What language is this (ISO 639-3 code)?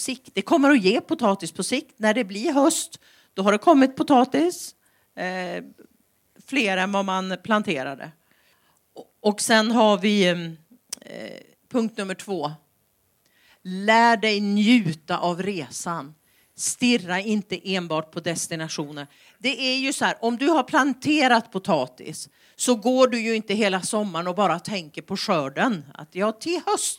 swe